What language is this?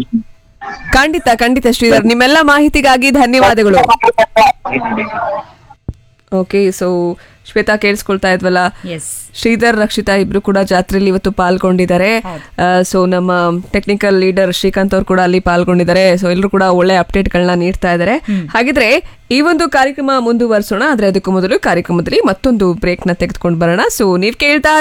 Kannada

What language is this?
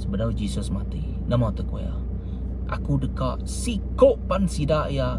Iban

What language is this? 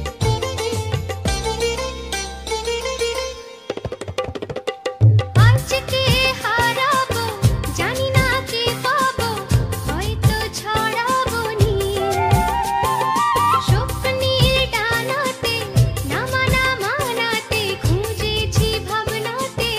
Bangla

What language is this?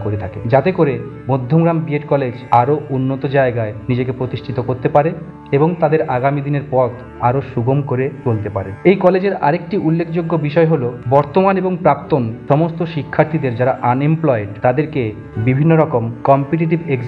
Bangla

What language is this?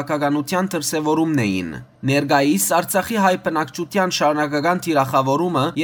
Western Armenian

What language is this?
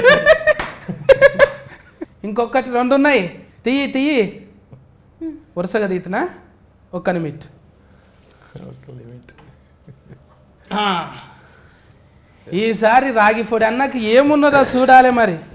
Telugu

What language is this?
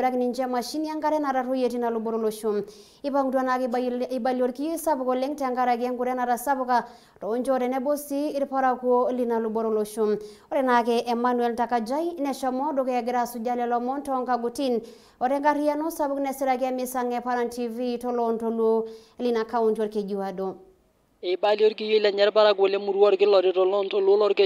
Masai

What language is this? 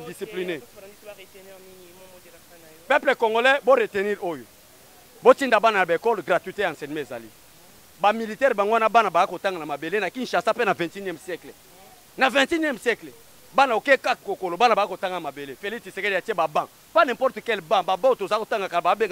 Lingala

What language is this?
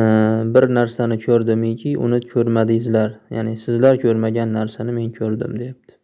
Uzbek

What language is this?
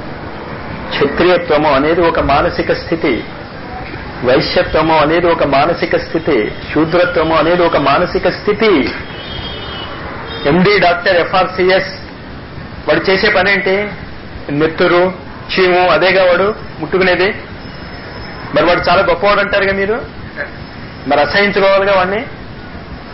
Telugu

